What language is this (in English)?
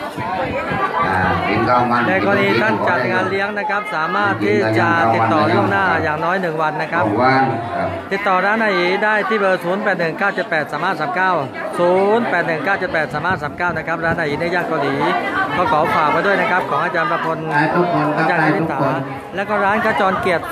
Thai